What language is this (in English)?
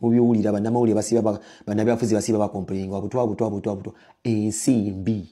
Ganda